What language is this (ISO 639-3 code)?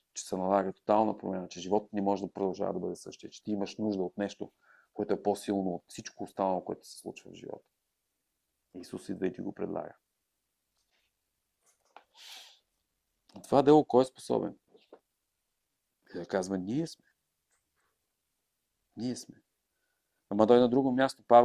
bul